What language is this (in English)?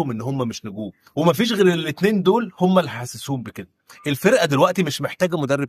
Egyptian Arabic